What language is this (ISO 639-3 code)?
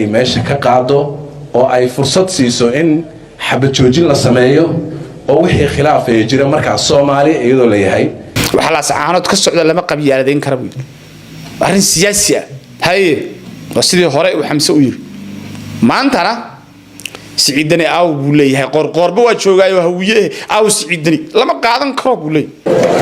som